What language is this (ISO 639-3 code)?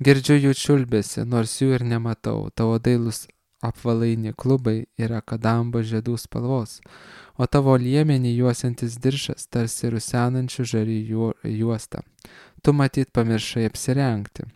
lit